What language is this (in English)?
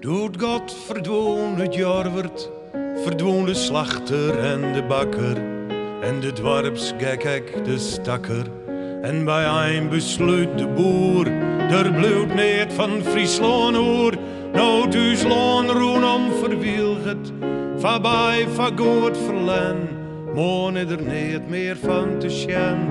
Western Frisian